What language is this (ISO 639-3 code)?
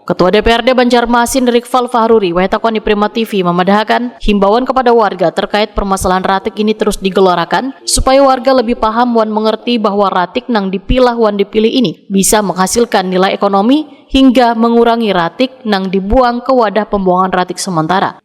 bjn